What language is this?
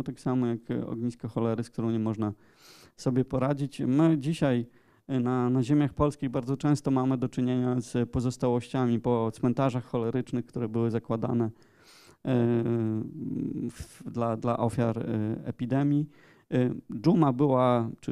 Polish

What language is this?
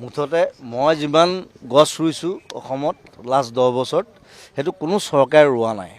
Assamese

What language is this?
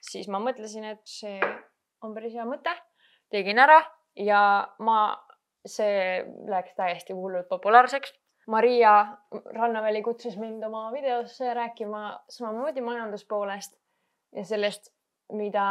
Estonian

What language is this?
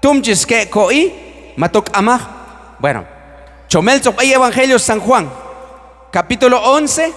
Q'anjob'al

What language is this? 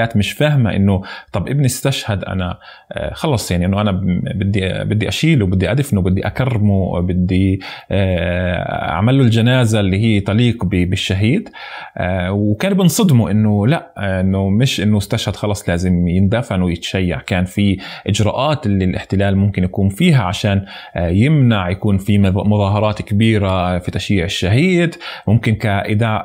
North Levantine Arabic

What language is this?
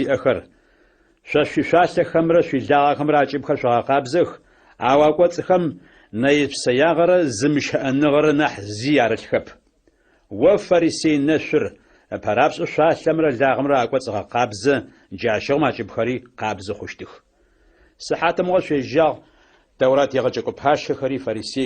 Adyghe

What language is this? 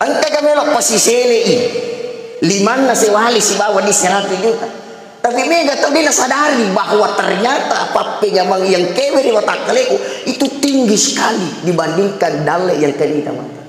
Buginese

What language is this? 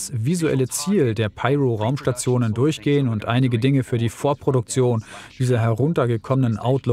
German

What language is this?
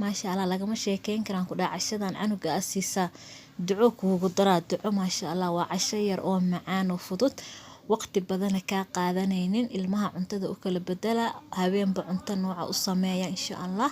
Somali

